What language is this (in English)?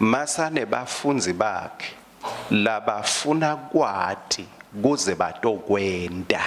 Swati